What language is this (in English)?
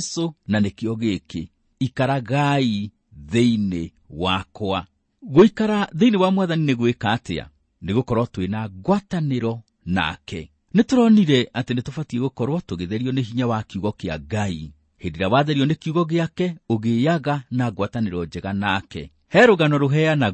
Kikuyu